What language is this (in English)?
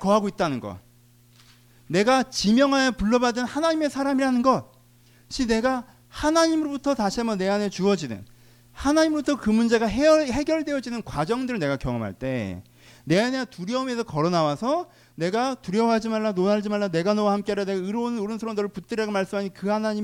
Korean